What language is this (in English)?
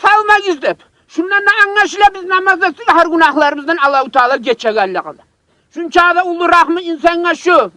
Kumyk